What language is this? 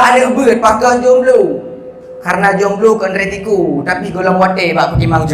Achinese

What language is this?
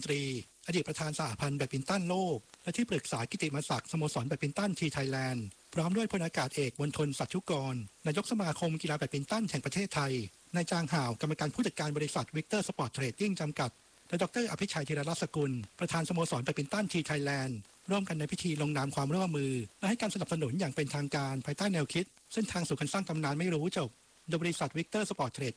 Thai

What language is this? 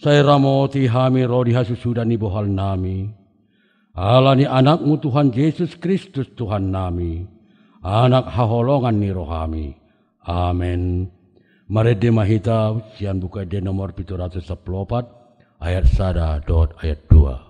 Batak Toba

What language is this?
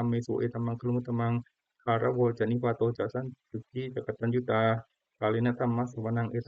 Pali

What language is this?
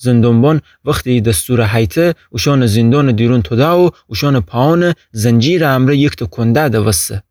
Gilaki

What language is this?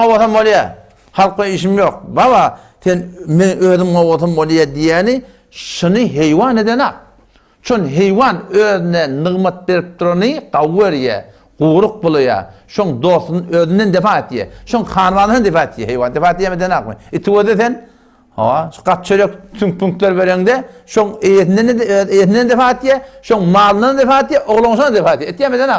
Turkmen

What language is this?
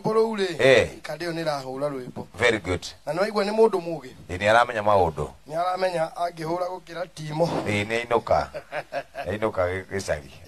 Kikuyu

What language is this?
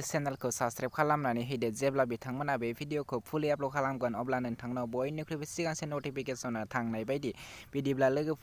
Bodo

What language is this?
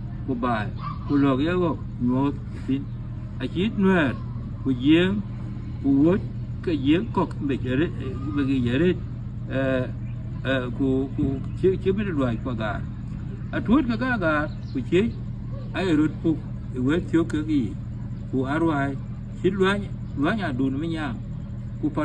Dinka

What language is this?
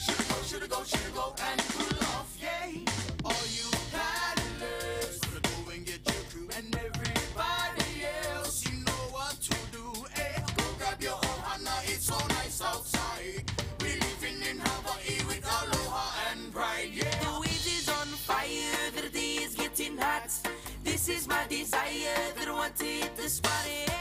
Māori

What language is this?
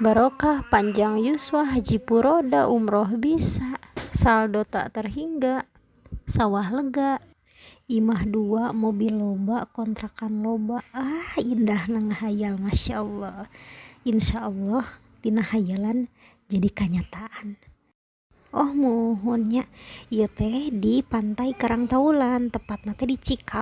Sundanese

